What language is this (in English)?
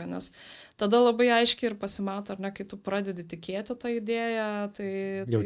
Lithuanian